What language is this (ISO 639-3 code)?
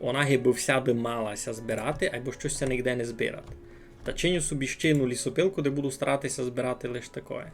rue